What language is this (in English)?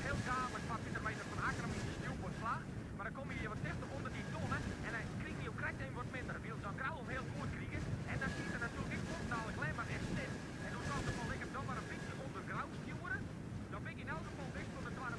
Western Frisian